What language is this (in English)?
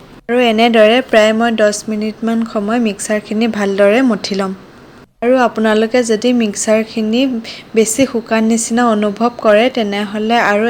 Assamese